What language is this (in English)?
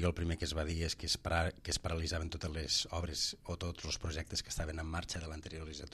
Catalan